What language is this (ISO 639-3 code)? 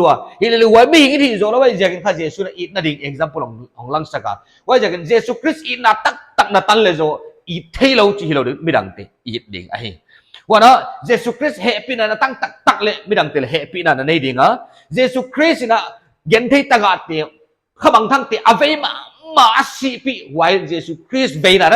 pck